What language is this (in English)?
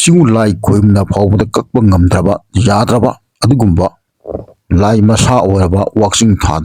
Manipuri